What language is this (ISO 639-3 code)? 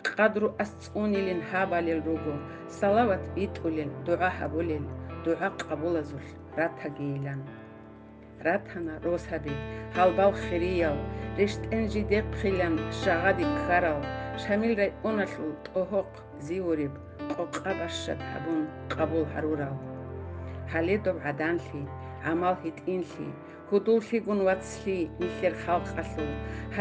ava